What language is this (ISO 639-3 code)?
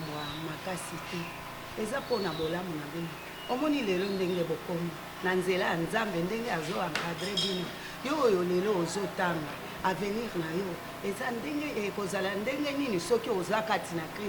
lin